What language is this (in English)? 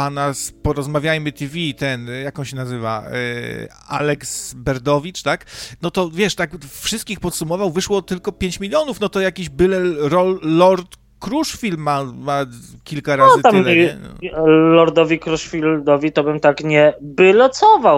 Polish